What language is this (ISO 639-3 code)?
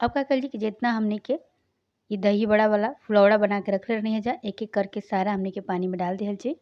bho